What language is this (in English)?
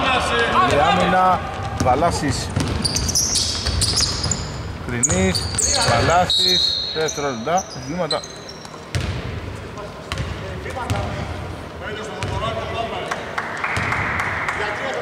Greek